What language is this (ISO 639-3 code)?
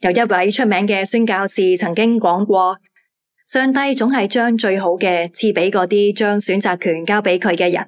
yue